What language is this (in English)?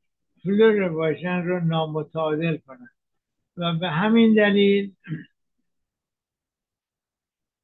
Persian